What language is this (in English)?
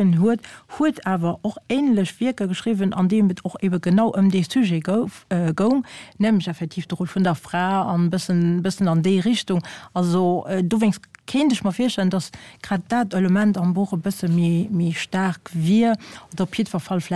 Luxembourgish